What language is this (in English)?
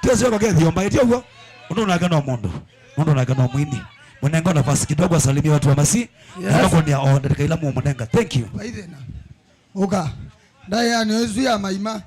Kamba